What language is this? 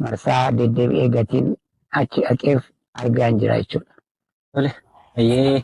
Oromo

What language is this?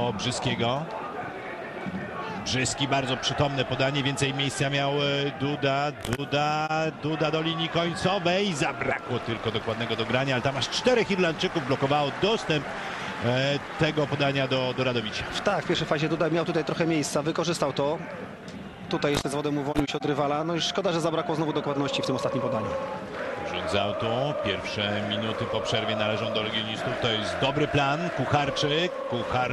Polish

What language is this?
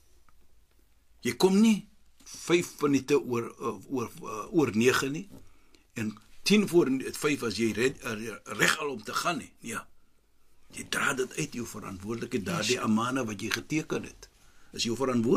Afrikaans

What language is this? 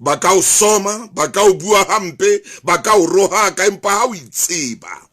Southern Sotho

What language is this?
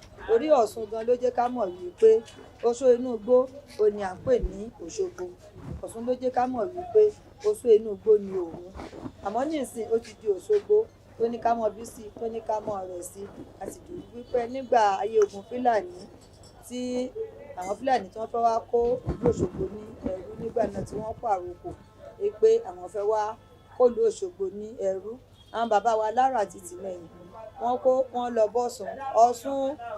Yoruba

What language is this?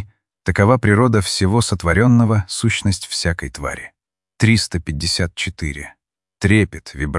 Russian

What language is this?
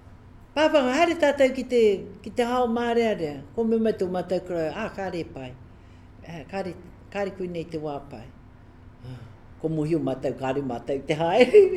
Māori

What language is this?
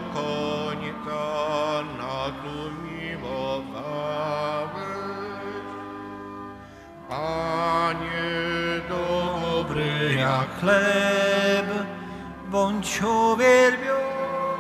Polish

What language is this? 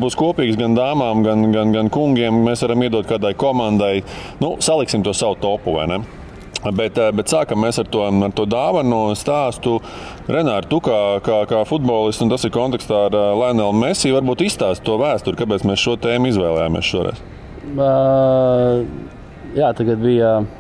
Latvian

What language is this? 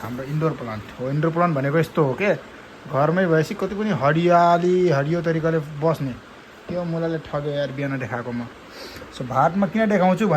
Nepali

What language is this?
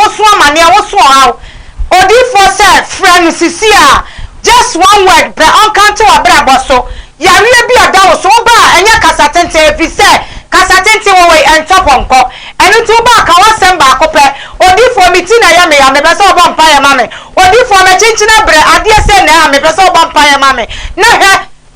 Akan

